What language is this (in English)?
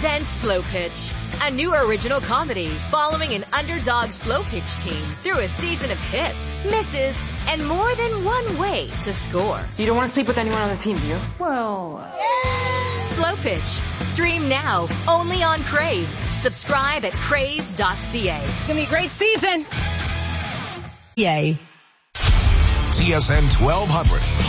English